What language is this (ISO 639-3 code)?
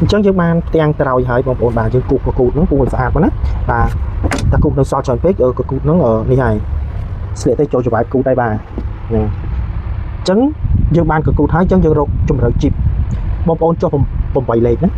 khm